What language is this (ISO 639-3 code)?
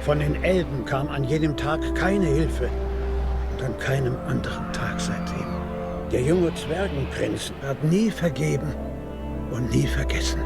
gsw